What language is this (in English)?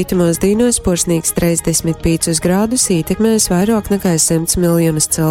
Latgalian